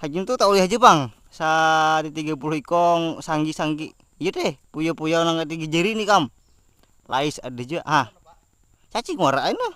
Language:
Banjar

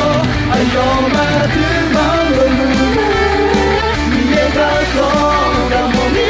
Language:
Akha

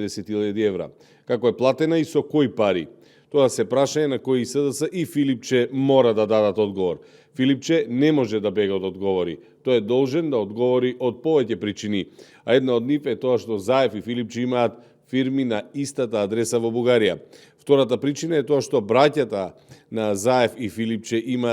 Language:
Macedonian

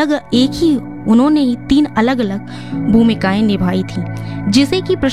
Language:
Hindi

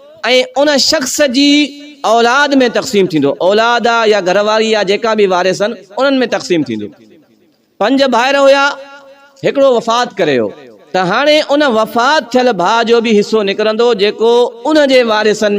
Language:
Sindhi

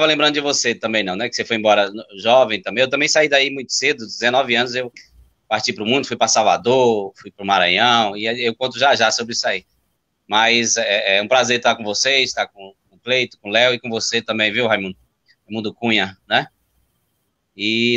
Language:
Portuguese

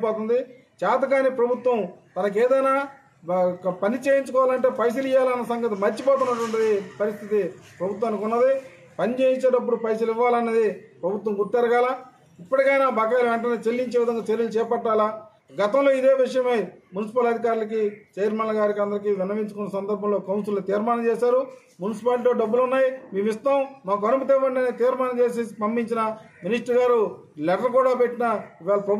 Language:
Telugu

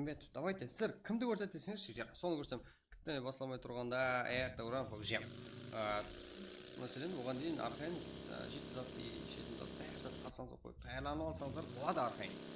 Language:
Kara-Kalpak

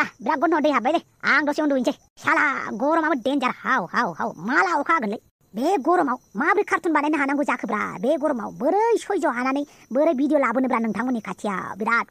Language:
Bodo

